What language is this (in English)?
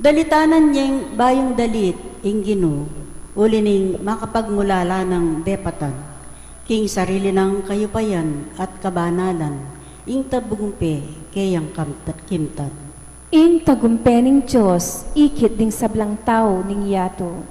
Pampanga